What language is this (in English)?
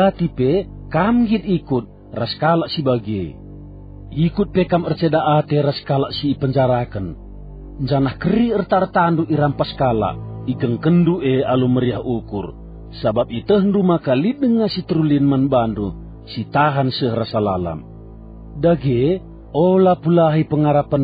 Batak Karo